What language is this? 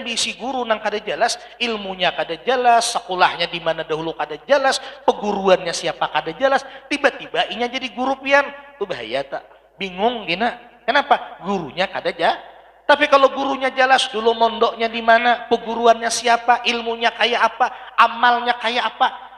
Banjar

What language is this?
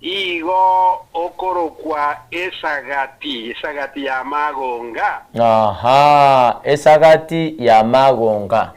Gusii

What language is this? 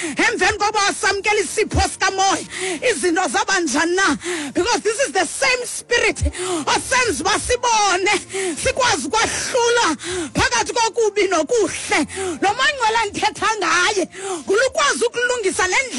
Xhosa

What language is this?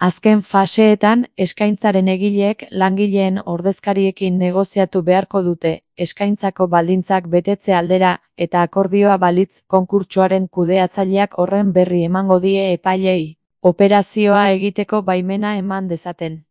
Basque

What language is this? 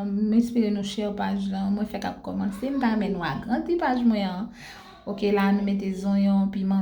Haitian Creole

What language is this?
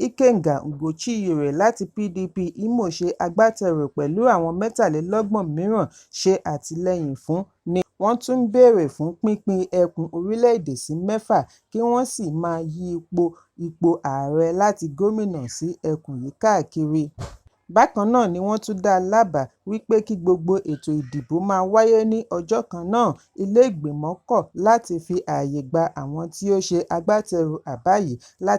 Yoruba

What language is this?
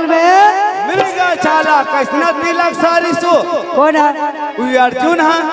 Chhattisgarhi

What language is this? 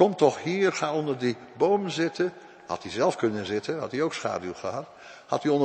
Dutch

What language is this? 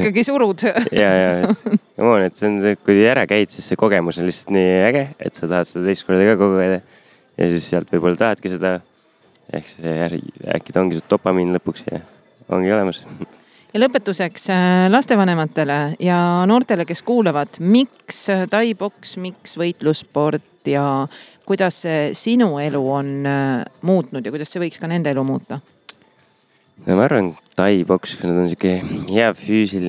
Estonian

